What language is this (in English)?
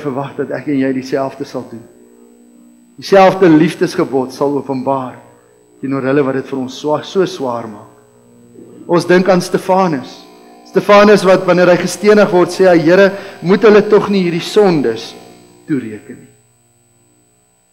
Afrikaans